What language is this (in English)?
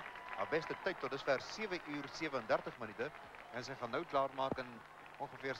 Afrikaans